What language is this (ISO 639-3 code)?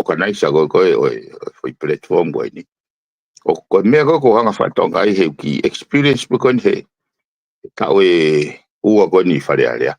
ton